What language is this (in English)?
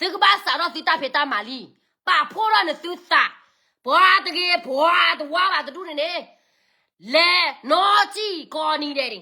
S'gaw Karen